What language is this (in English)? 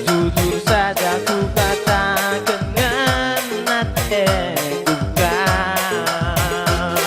Batak Karo